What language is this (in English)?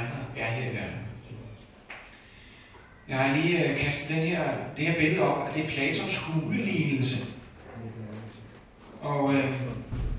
Danish